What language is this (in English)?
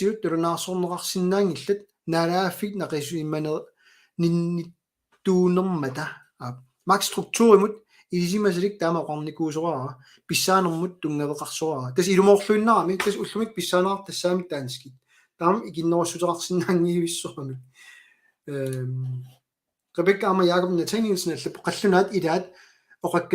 Kalaallisut